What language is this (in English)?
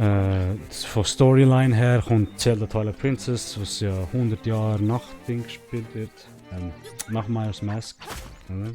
Swiss German